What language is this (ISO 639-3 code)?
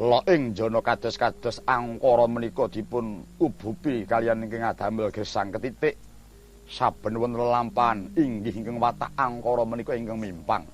jav